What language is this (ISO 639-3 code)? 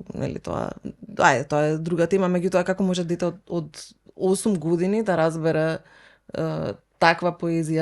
mkd